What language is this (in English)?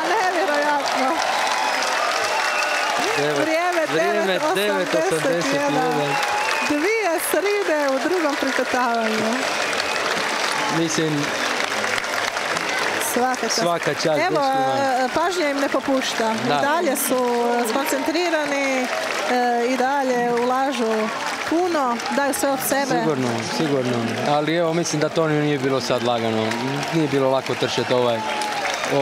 Croatian